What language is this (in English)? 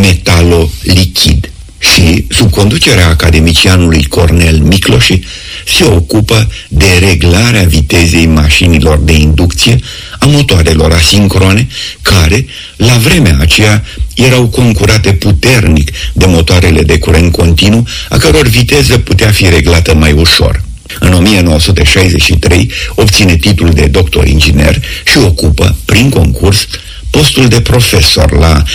Romanian